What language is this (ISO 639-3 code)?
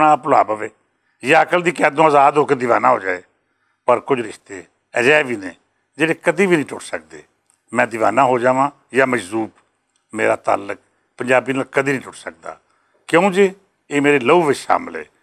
lah